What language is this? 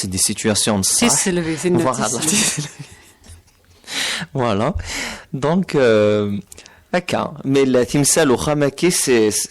Kabyle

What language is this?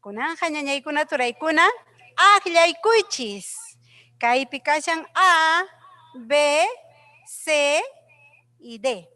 Ayacucho Quechua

